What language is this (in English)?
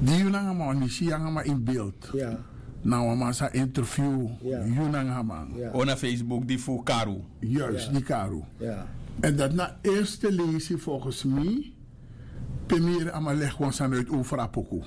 Sranan Tongo